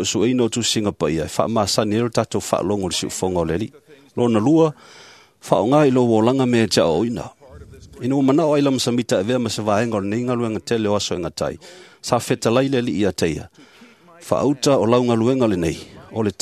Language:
Samoan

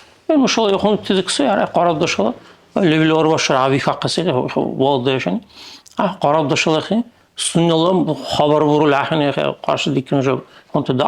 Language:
Dargwa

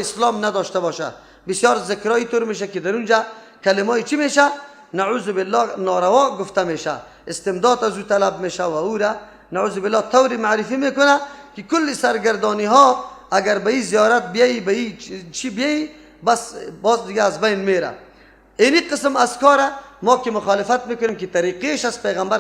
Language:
Persian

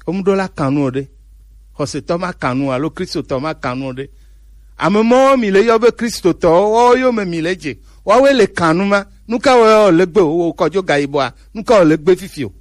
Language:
Gen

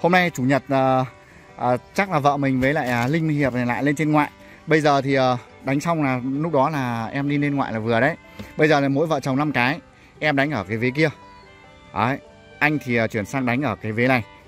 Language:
Vietnamese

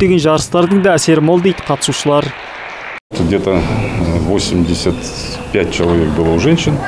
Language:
Kazakh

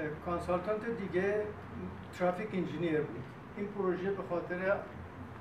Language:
Persian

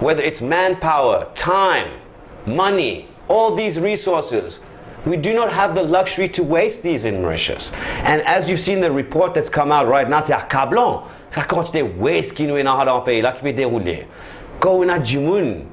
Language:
Morisyen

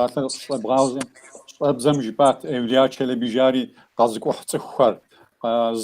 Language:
Kabardian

